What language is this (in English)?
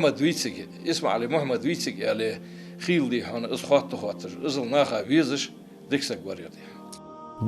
Ingush